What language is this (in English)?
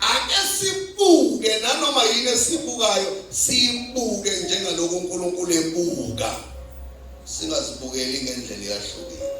Zulu